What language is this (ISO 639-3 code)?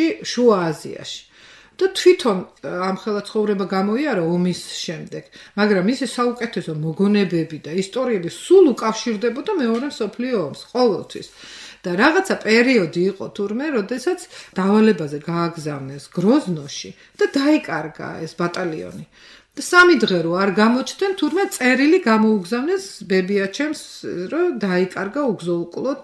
kat